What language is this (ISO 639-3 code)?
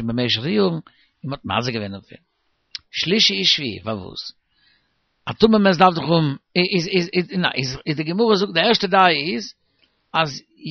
yid